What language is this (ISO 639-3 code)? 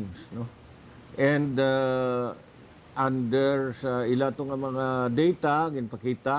hil